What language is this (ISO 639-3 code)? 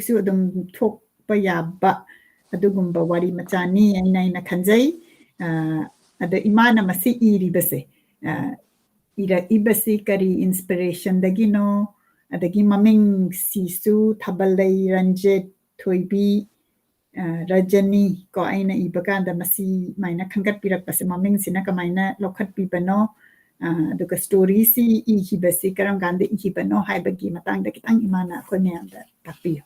mni